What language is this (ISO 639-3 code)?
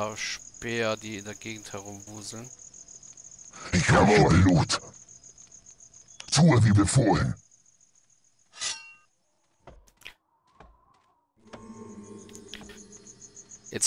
deu